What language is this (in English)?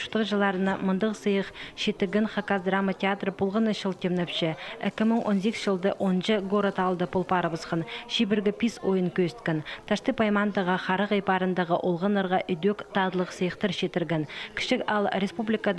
Khakas